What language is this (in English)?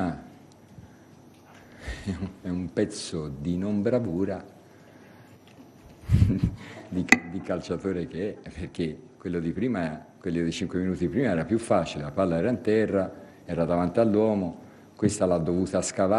Italian